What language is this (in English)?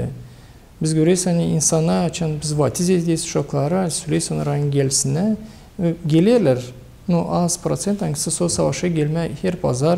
Gagauz